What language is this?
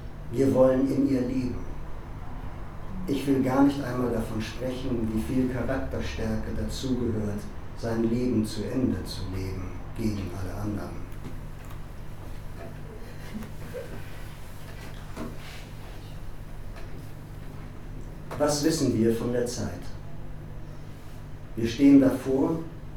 German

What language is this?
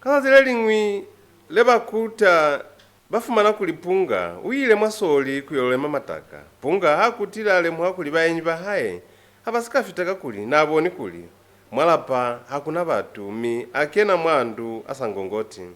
Lozi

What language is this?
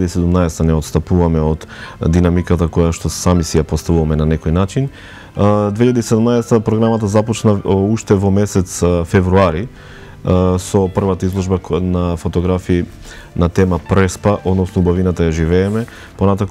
Macedonian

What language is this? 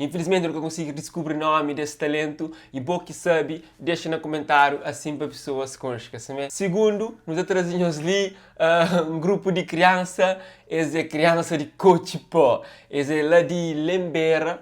Kabuverdianu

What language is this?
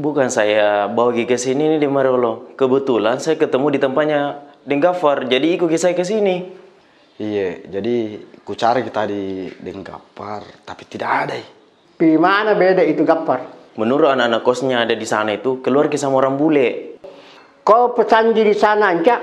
Makassar Malay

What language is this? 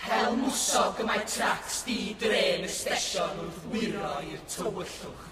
Welsh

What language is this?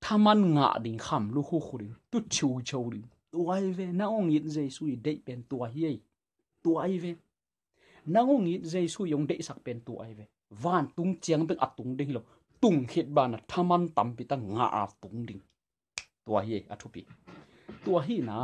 Tedim Chin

